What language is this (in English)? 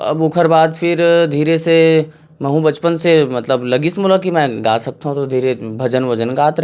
Chhattisgarhi